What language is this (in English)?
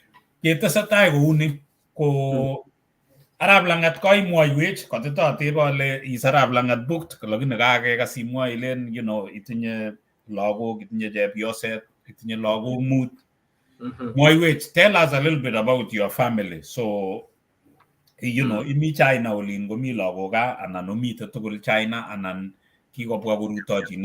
Kalenjin